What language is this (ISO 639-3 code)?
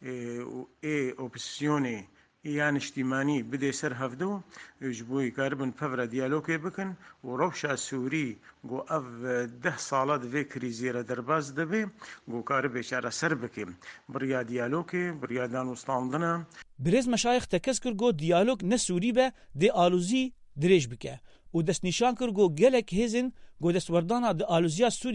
kur